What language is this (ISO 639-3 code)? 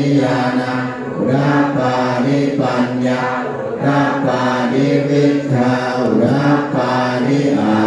pli